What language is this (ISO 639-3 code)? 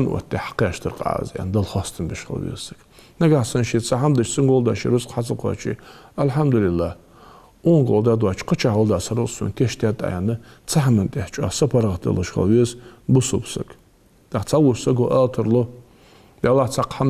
inh